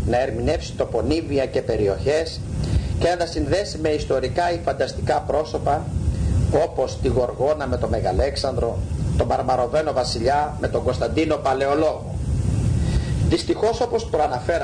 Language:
Greek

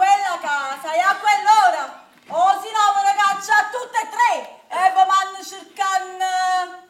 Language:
Neapolitan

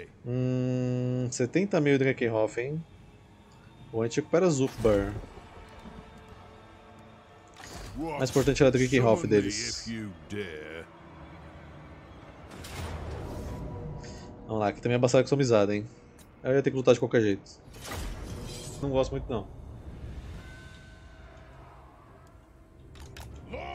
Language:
Portuguese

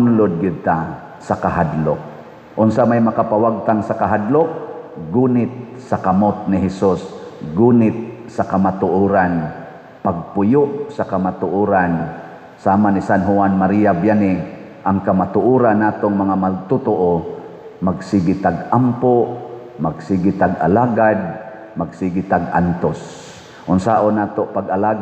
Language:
Cebuano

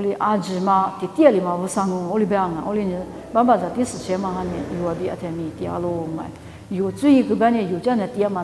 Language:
Lisu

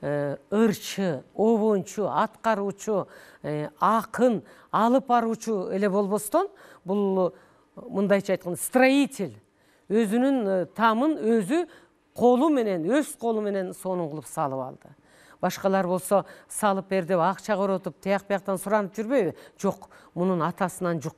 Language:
Kyrgyz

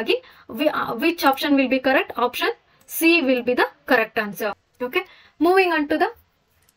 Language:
Kannada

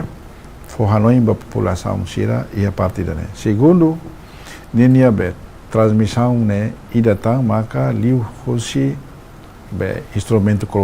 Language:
Tetum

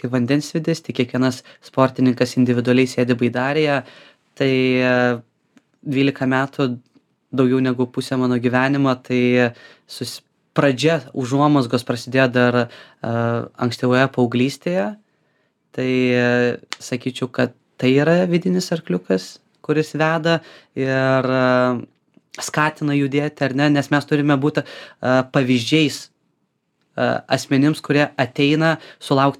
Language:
Lithuanian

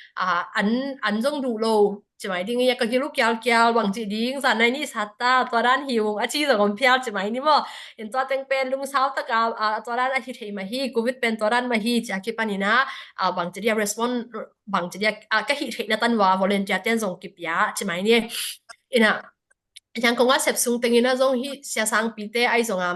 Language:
Tedim Chin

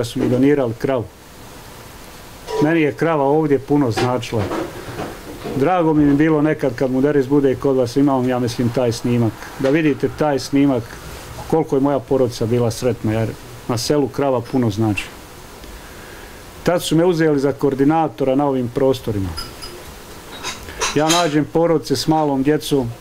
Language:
Bosnian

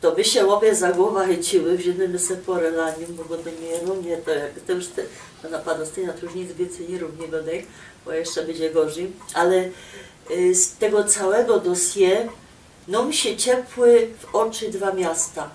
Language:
Silesian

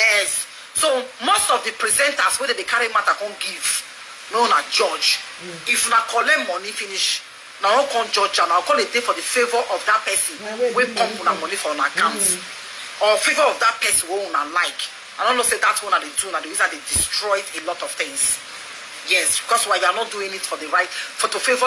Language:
Nigerian Pidgin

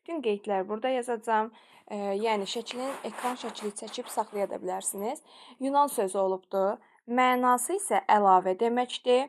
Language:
Azerbaijani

